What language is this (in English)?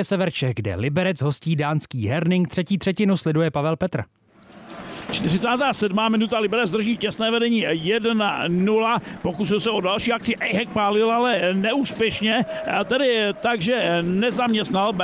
Czech